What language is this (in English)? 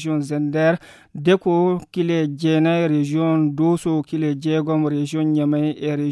Fula